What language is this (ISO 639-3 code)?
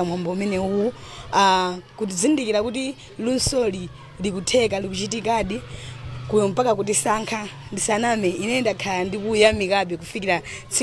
nya